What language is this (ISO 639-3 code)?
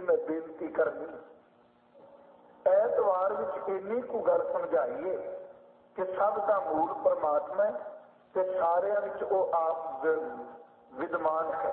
pan